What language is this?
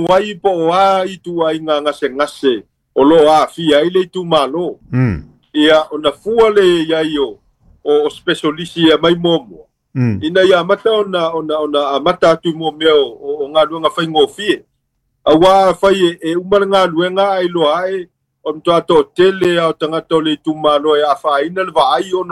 Samoan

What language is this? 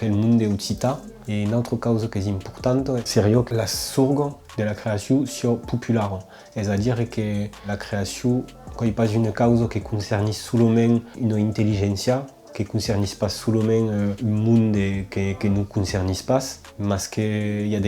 Occitan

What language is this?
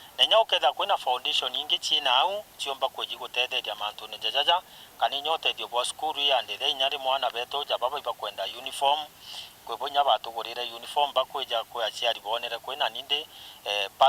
Meru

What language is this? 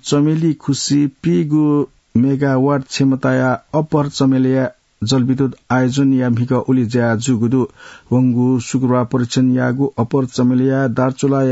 Newari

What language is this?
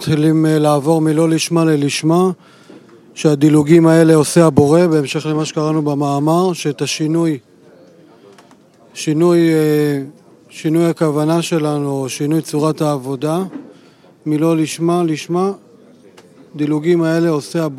Hebrew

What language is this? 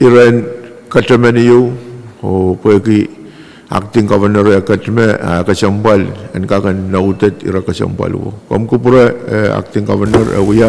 Pohnpeian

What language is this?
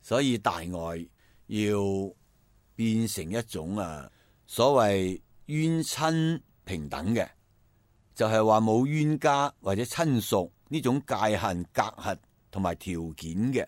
Cantonese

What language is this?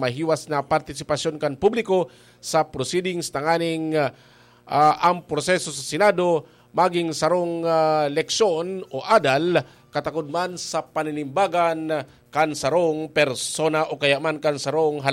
Bikol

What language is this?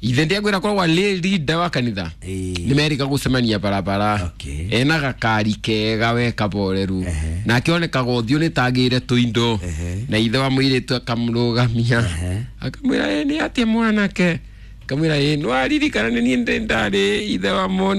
Kikuyu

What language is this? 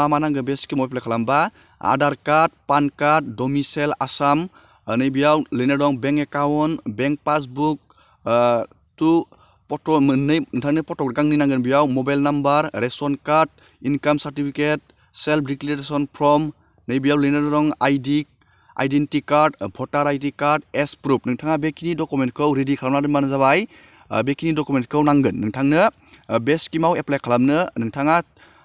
Bodo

